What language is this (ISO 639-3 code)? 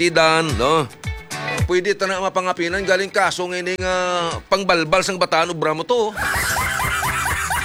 hil